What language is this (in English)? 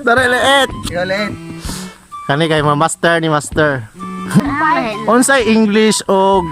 Cebuano